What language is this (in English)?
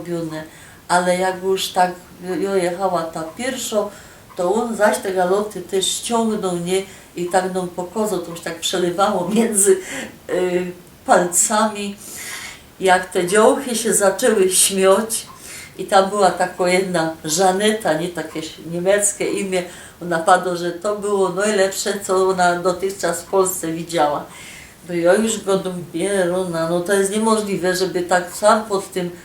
Silesian